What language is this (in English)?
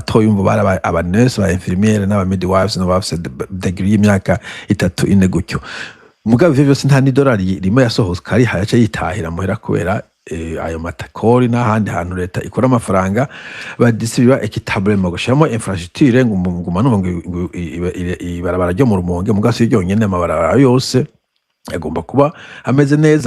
Rundi